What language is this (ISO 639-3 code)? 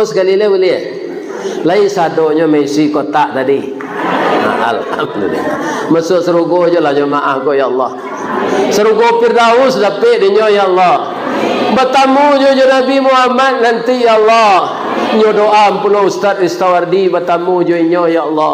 min